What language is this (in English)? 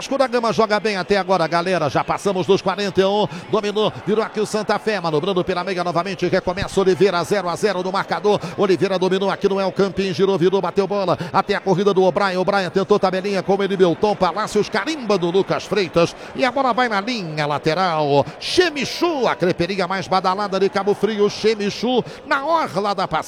Portuguese